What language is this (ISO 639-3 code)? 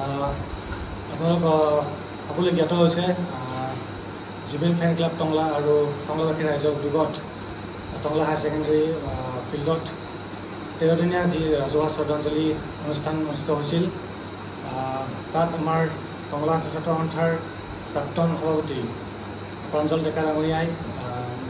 asm